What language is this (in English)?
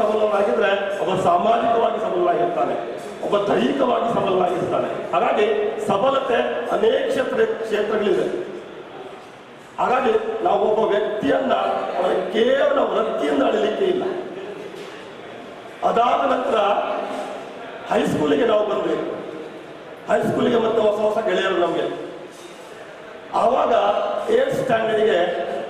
Kannada